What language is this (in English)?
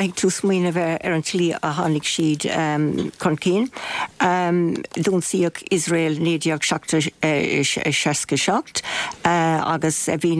Irish